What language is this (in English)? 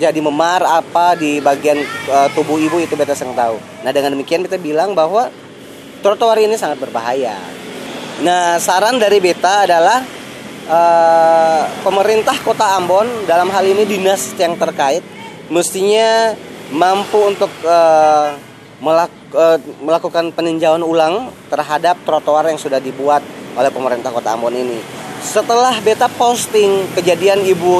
Ambonese Malay